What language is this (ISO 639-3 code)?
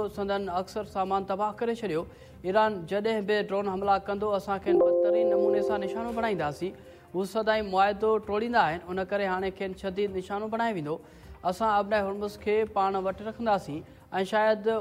snd